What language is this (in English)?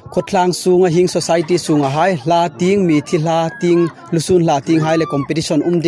Hmar